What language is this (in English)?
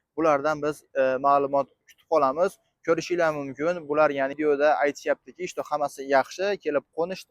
Uzbek